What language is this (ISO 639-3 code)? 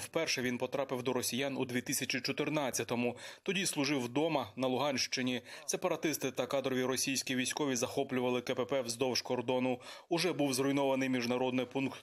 ukr